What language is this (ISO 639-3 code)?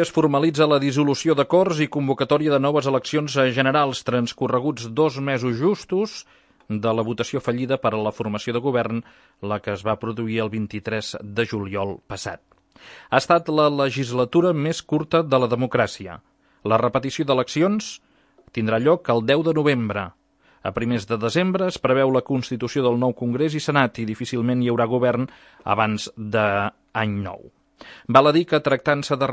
cat